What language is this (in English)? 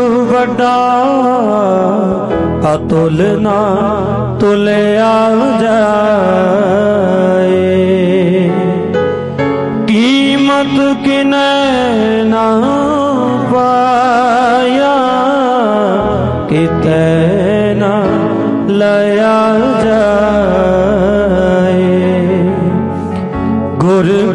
Punjabi